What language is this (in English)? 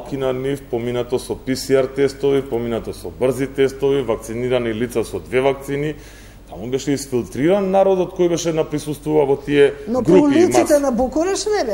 Macedonian